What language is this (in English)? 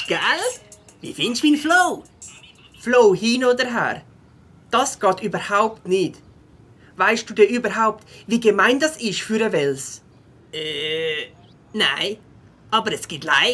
Swiss German